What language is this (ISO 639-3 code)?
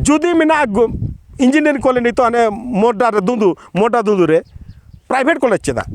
sat